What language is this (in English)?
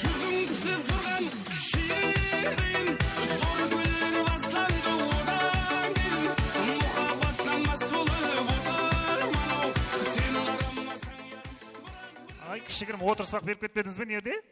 Kara-Kalpak